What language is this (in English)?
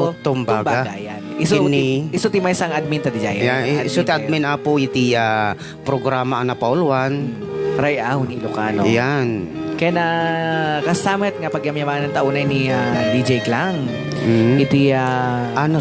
Iloko